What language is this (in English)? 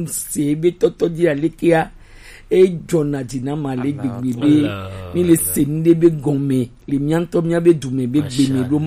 Gen